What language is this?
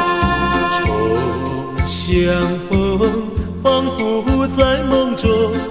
Chinese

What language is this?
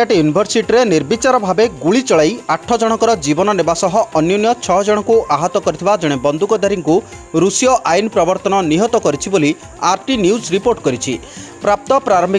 Odia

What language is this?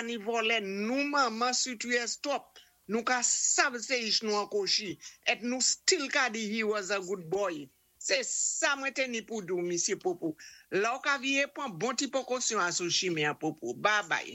Saint Lucian Creole French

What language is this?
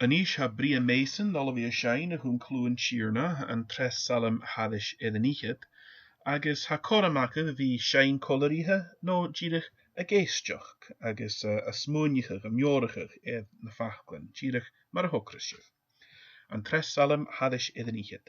Scottish Gaelic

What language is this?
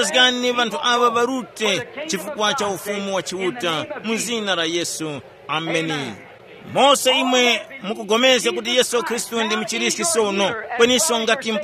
Tumbuka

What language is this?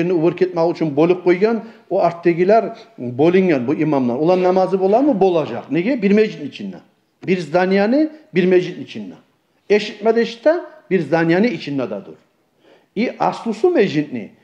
Kumyk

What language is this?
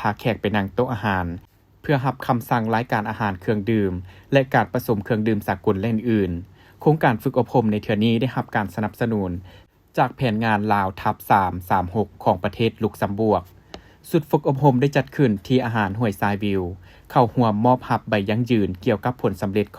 Lao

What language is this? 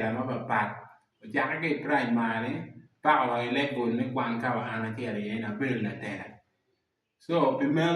Acoli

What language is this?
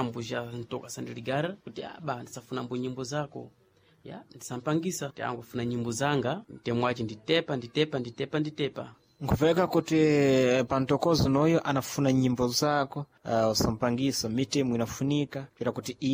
Sena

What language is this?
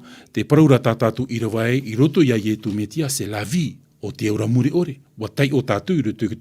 Tahitian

